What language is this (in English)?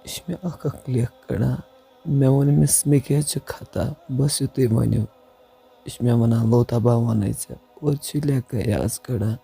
Kashmiri